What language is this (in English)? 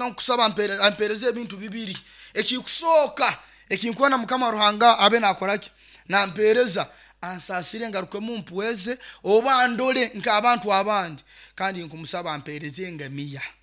Nyoro